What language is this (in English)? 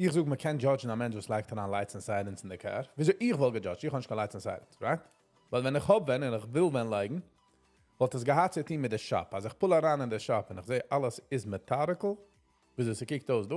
Yiddish